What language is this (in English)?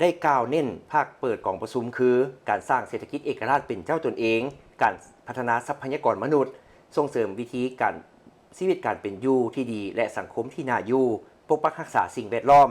Lao